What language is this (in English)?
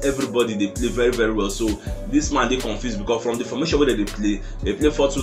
Nigerian Pidgin